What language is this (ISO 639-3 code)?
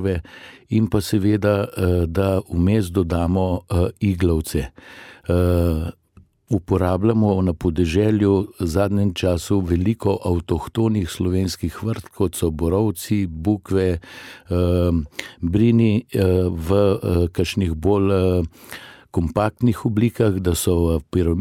slv